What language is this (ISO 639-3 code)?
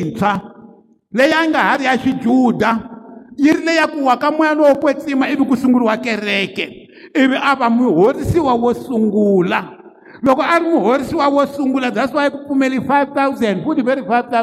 tso